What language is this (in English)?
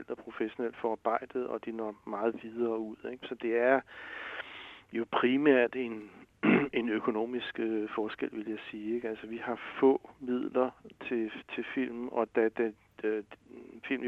Danish